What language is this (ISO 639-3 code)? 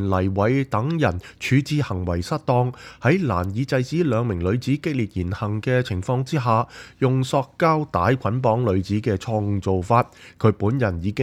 yue